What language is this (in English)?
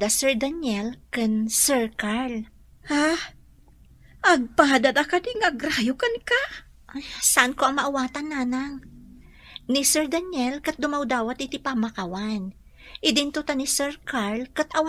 Iloko